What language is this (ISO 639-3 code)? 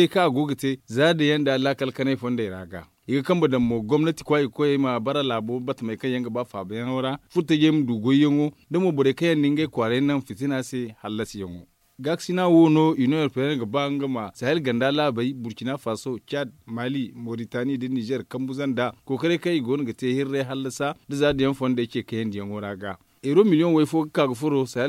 dje